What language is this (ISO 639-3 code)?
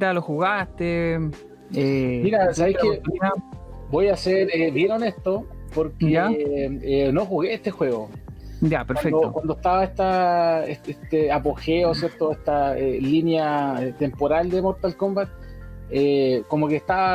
spa